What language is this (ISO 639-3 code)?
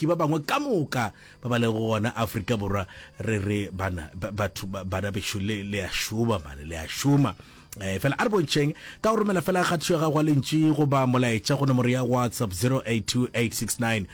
nso